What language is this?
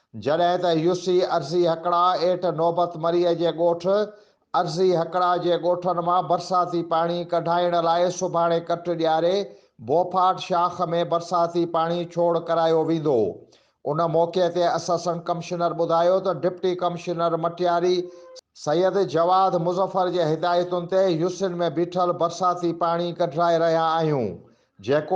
Sindhi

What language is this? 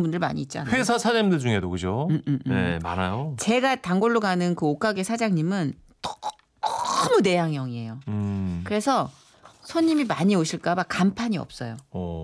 Korean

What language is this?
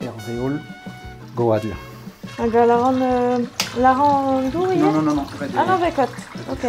Breton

